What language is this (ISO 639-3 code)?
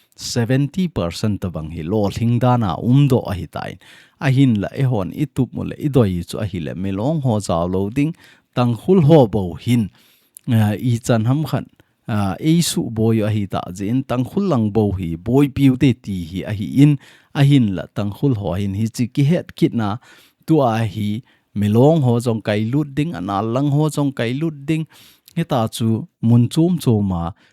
tcz